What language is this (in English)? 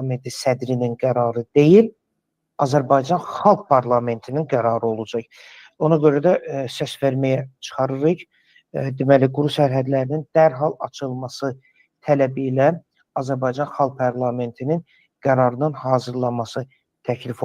Azerbaijani